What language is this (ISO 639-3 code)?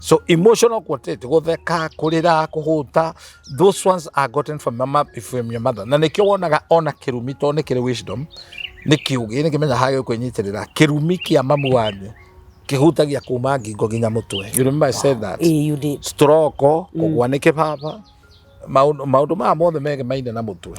kik